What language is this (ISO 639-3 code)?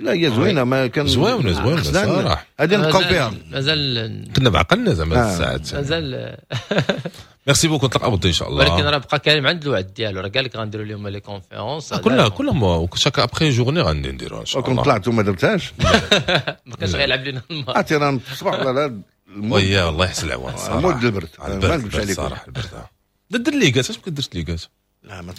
ary